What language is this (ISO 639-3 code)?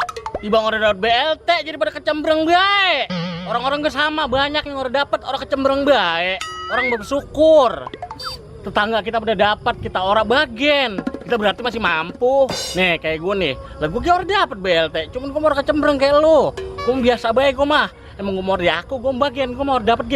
bew